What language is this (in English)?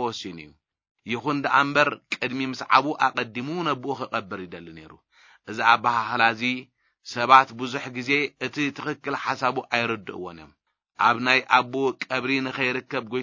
Tigrinya